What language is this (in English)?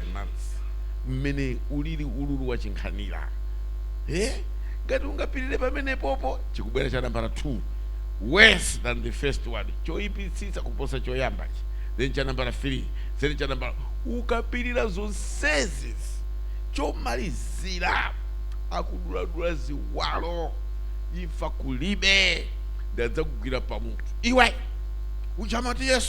Nyanja